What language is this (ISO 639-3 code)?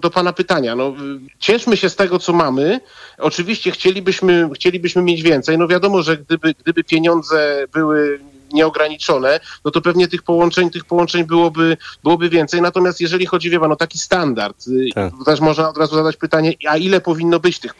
pol